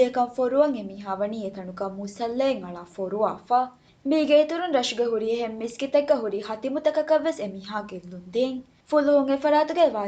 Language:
Divehi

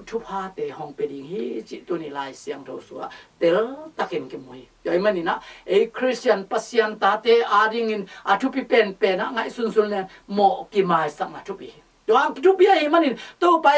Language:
Tedim Chin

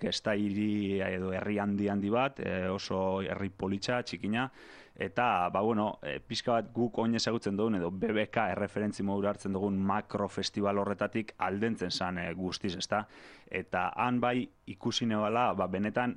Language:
Basque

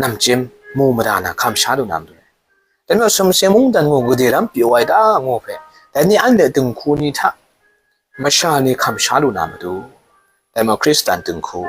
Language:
Kachin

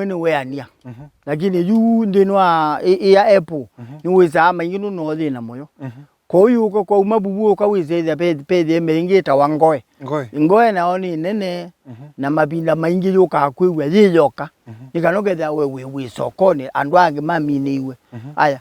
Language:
Kamba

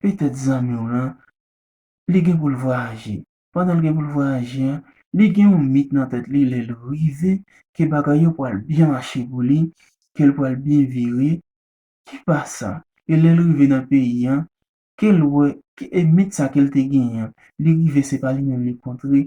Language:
Haitian Creole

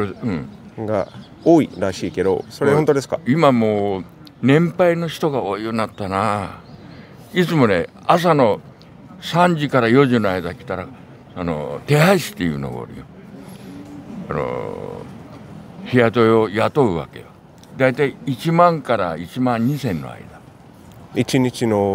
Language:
Japanese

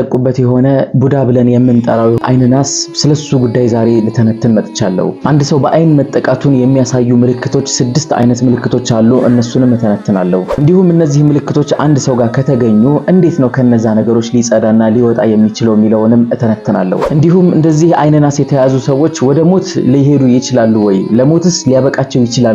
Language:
Amharic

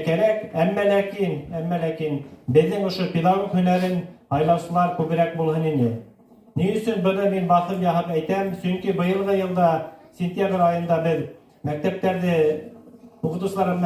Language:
Bashkir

